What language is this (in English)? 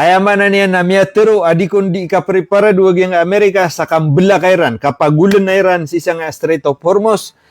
Maranao